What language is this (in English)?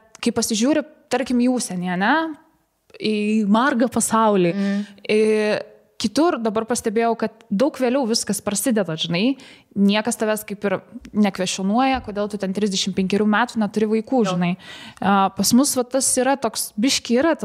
Lithuanian